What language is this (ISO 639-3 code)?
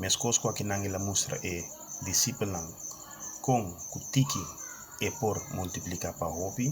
pap